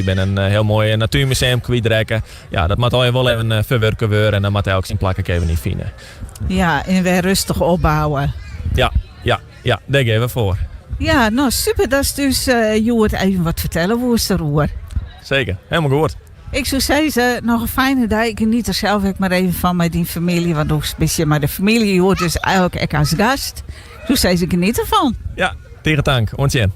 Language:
Western Frisian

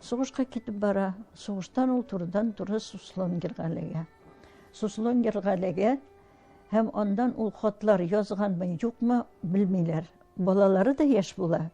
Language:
Tatar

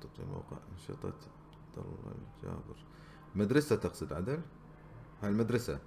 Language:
Gulf Arabic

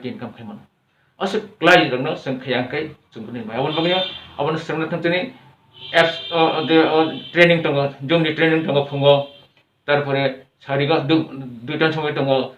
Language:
Kok Borok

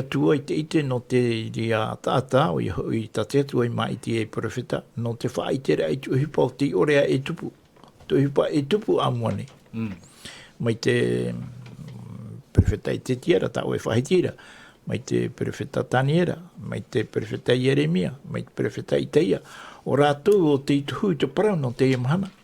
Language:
Tahitian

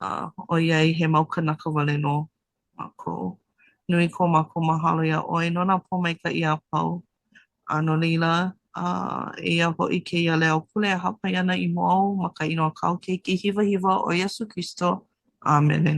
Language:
Hawaiian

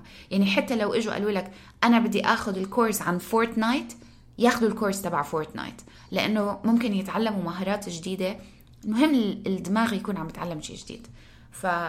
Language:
North Levantine Arabic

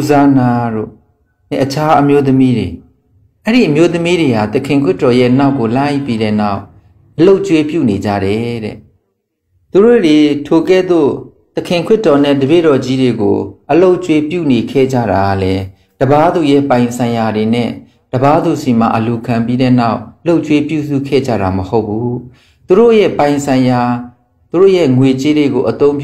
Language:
Burmese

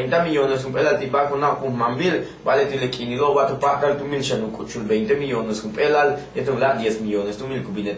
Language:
Yucateco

